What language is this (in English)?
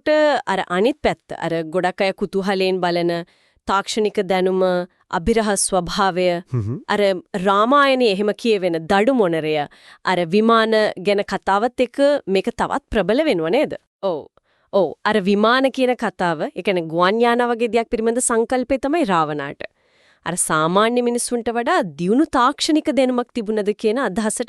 Sinhala